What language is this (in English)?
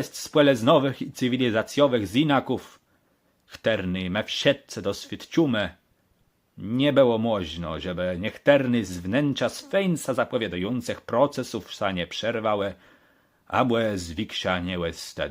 Kashubian